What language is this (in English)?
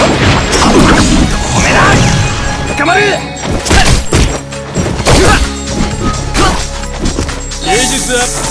Japanese